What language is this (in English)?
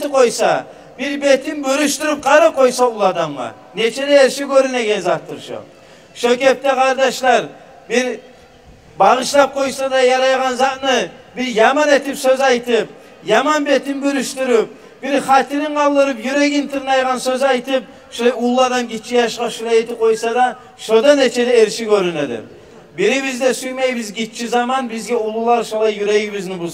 Kumyk